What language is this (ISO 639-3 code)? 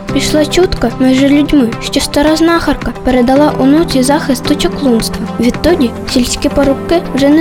ukr